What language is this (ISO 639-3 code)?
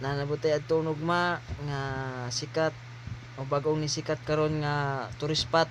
ceb